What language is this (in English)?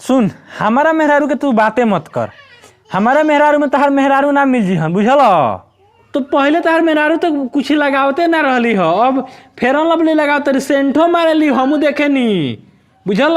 Bhojpuri